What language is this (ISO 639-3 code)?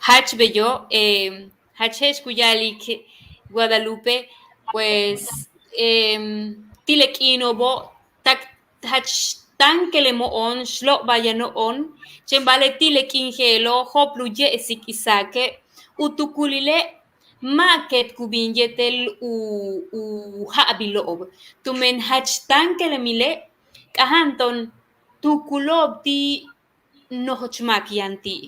yua